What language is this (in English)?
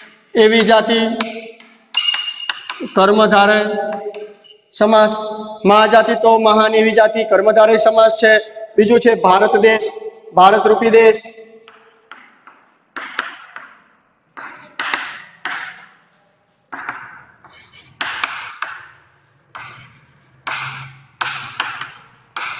Gujarati